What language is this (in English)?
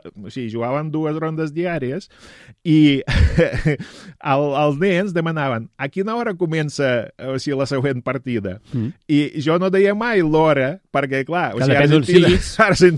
Catalan